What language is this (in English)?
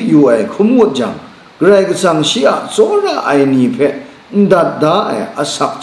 Kachin